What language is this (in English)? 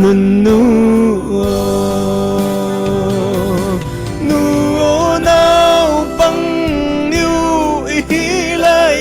Falam Chin